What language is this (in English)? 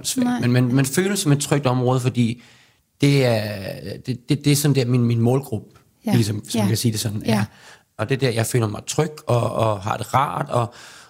Danish